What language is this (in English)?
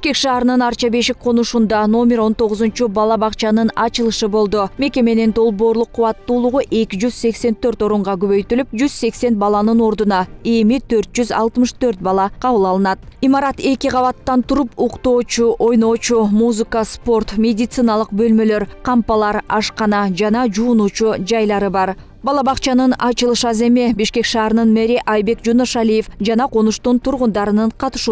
Kyrgyz